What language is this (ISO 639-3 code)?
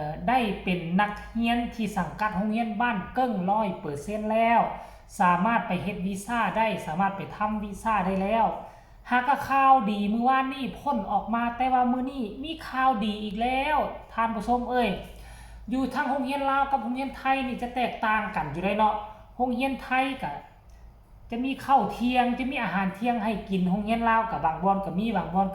tts